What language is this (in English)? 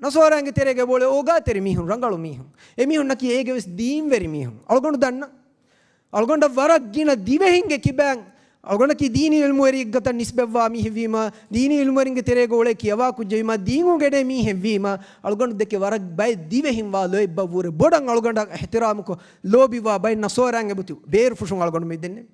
Divehi